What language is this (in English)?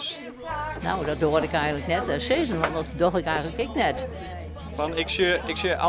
Western Frisian